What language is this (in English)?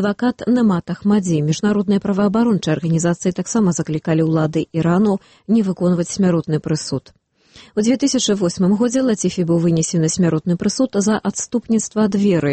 Belarusian